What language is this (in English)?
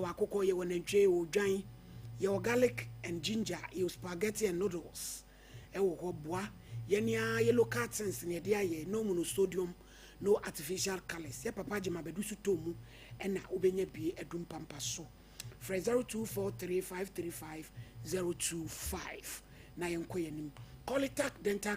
Akan